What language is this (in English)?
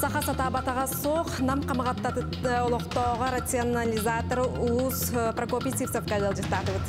Yakut